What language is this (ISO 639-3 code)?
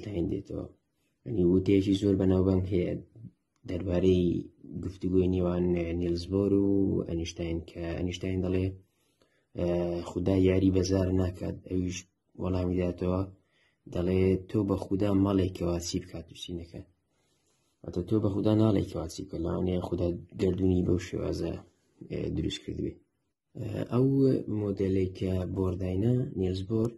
ckb